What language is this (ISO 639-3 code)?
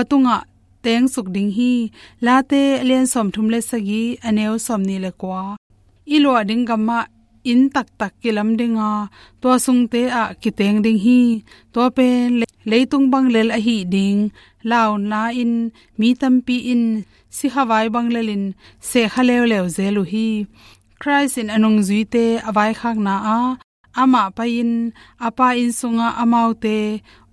ctd